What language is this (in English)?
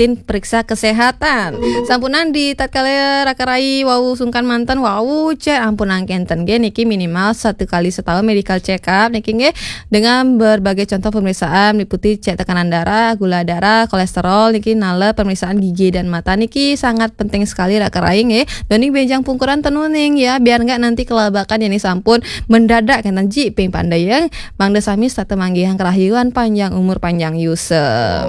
Balinese